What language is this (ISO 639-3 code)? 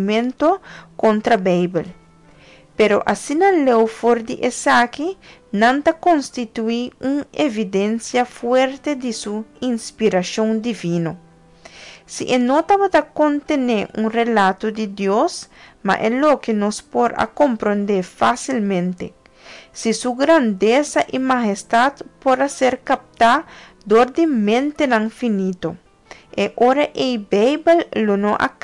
pap